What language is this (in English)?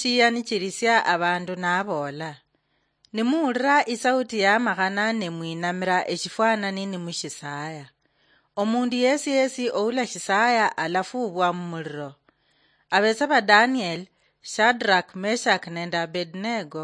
Luyia